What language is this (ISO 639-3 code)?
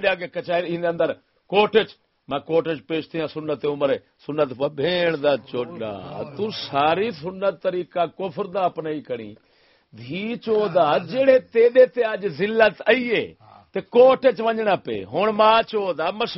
skr